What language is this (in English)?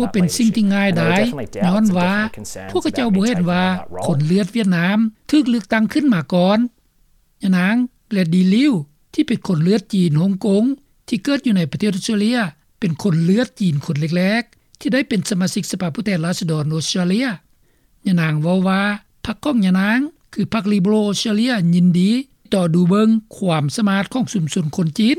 Lao